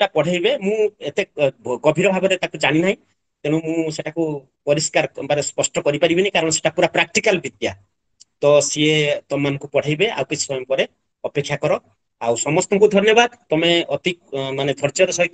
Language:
Odia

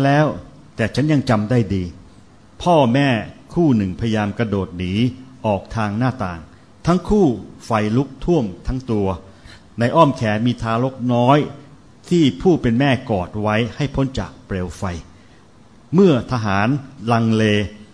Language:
Thai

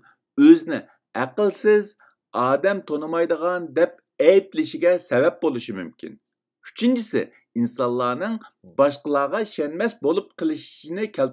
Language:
Uyghur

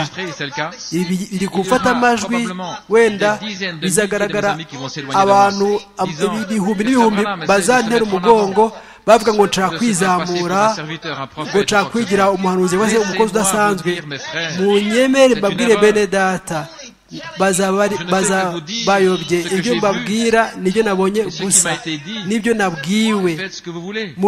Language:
Kinyarwanda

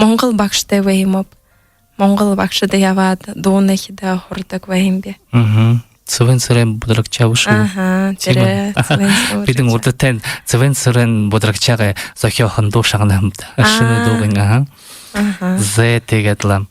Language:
Buriat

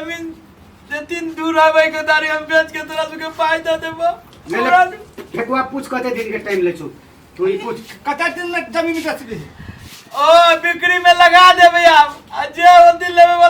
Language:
Maithili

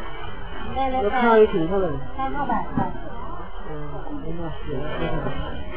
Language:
Thai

